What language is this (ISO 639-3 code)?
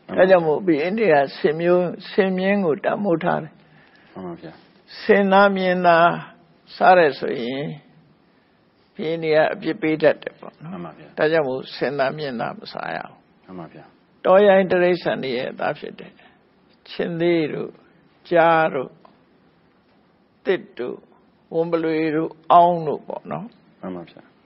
mya